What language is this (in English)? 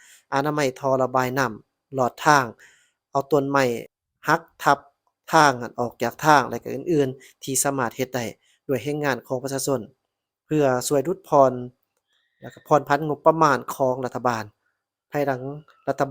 Lao